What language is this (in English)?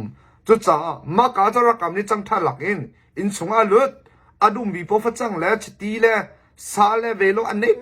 Hakha Chin